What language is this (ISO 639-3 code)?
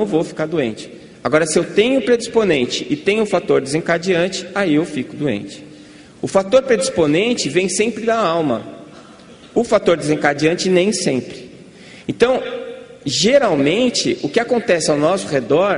por